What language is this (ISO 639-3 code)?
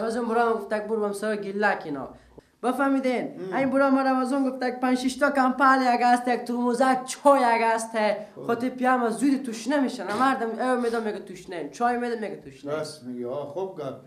fas